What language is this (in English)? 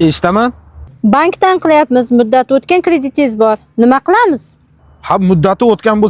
Uzbek